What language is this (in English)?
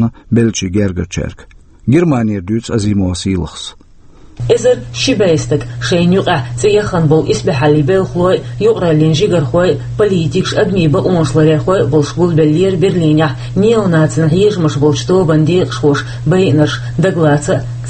Chechen